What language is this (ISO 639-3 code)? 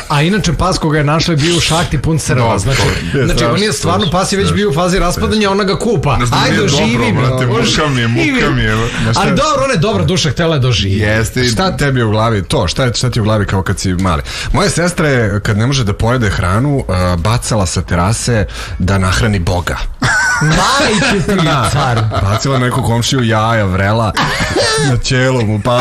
srp